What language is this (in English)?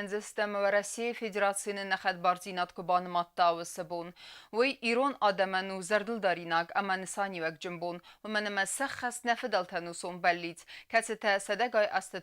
Ossetic